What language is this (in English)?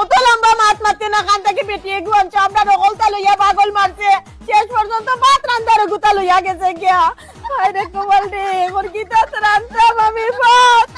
Sylheti